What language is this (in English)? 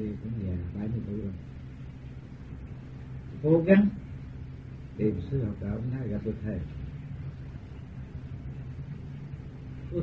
Vietnamese